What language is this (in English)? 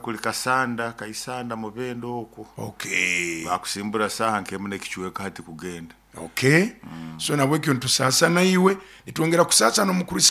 Nyoro